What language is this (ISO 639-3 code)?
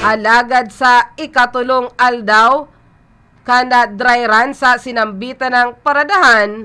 bik